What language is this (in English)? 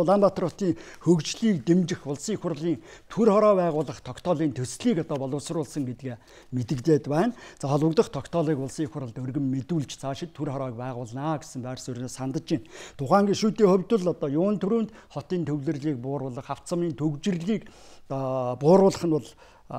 Mongolian